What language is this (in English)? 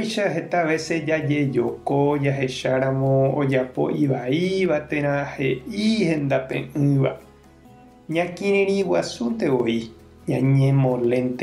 Guarani